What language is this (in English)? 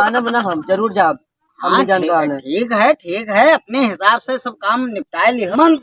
Awadhi